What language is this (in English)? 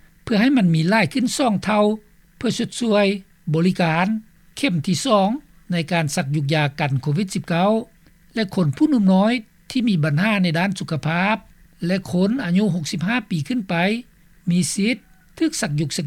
Lao